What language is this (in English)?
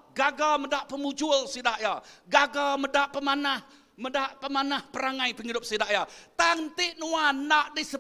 Iban